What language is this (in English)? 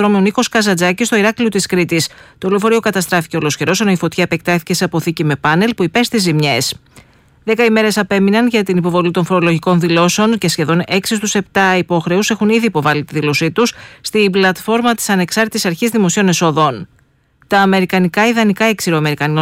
Greek